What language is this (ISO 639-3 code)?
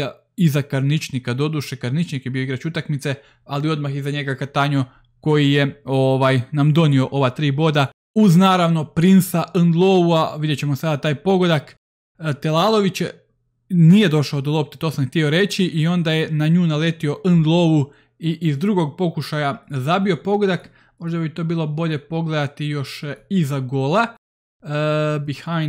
hrv